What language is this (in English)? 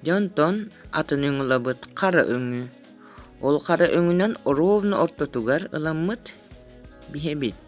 Yakut